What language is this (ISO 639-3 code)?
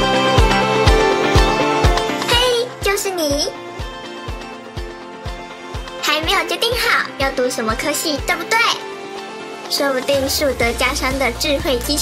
zho